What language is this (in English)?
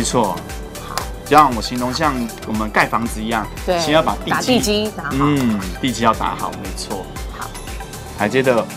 Chinese